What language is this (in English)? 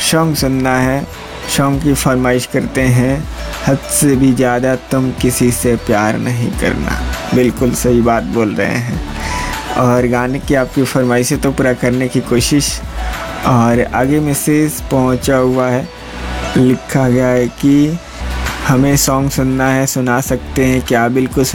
Hindi